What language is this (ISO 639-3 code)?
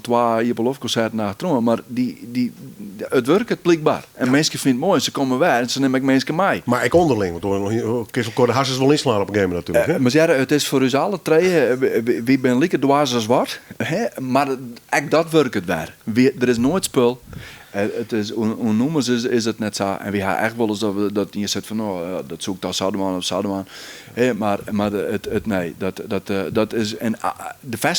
fry